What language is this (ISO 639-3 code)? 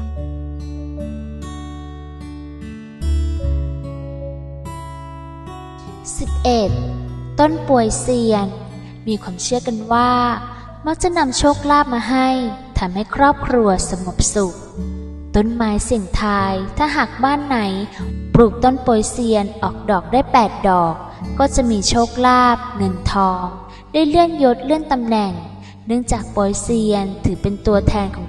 tha